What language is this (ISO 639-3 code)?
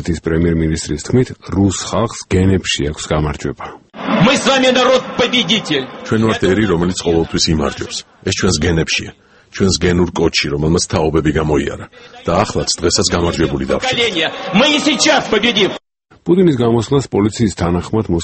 kat